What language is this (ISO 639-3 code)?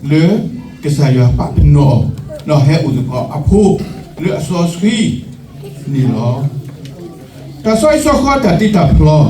ksw